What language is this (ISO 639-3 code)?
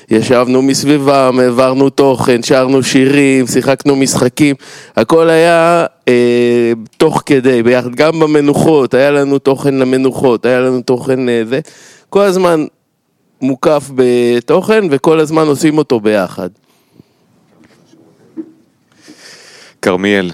heb